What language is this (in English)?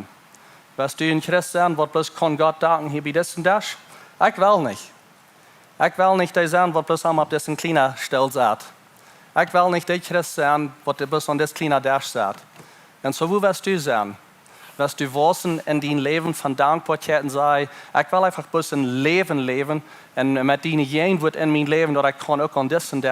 Plautdietsch